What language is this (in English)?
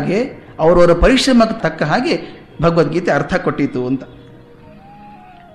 Kannada